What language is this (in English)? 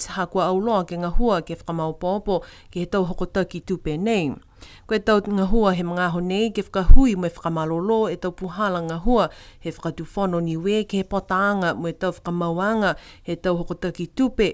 Niuean